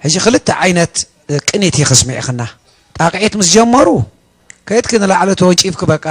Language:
Tigrinya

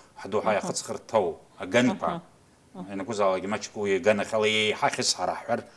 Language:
Abkhazian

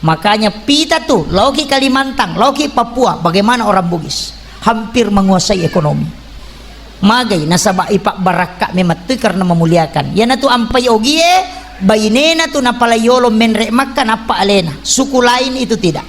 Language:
Buginese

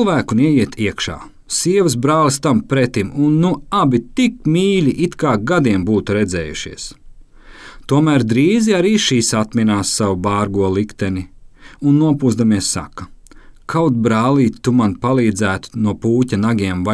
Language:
Latvian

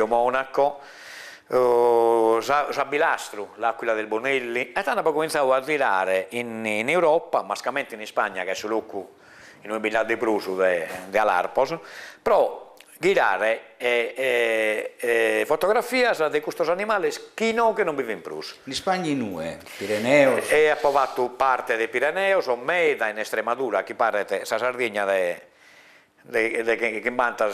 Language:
Sardinian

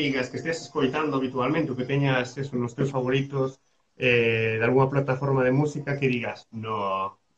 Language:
Galician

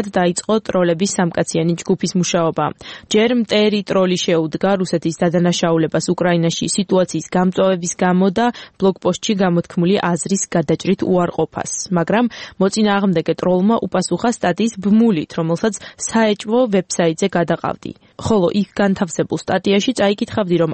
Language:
Georgian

